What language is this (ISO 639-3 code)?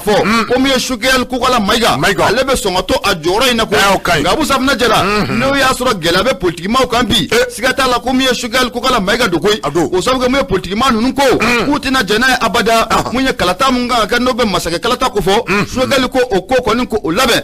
bam